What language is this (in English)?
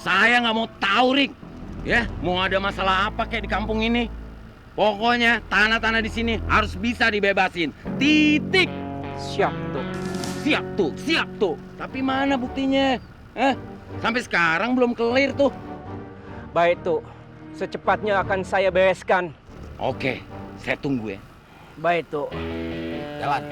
Betawi